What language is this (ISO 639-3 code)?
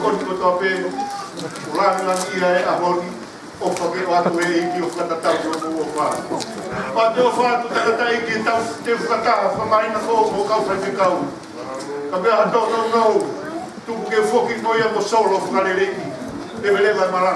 ton